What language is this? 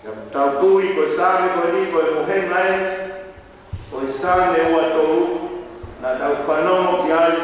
Tongan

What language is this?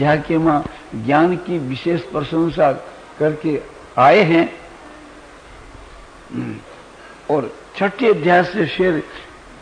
Hindi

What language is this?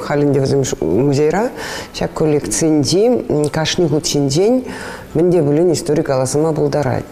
Chuvash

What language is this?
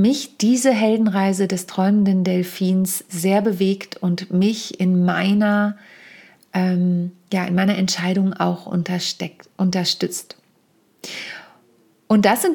German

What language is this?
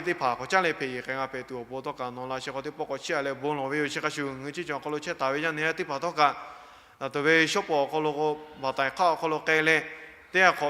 Lahu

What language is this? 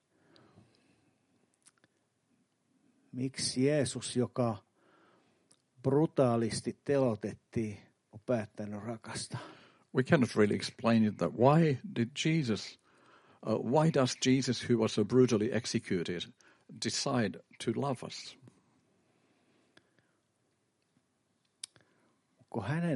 Finnish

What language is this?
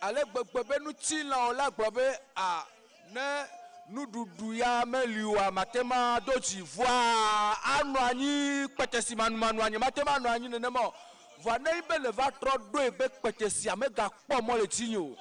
Ewe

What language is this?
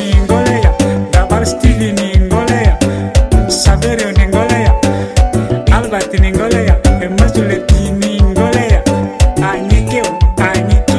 Swahili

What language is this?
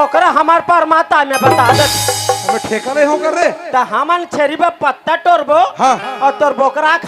Chhattisgarhi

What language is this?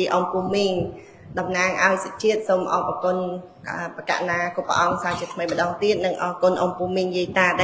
Khmer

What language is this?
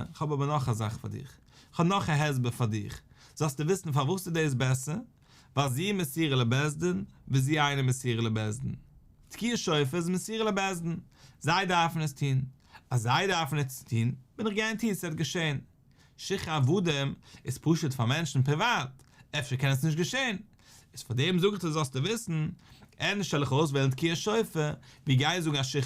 Yiddish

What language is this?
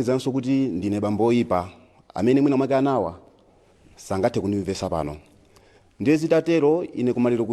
Nyanja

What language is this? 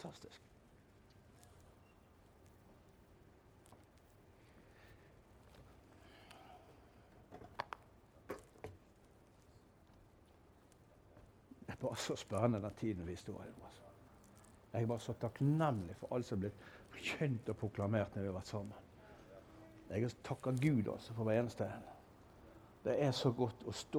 Norwegian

